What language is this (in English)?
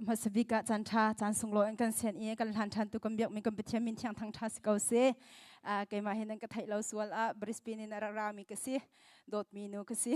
Hakha Chin